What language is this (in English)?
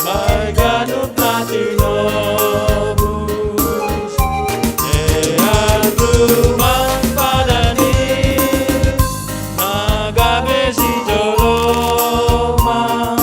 Batak Simalungun